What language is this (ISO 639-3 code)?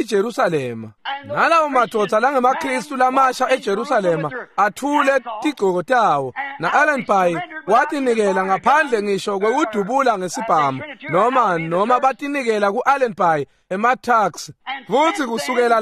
ssw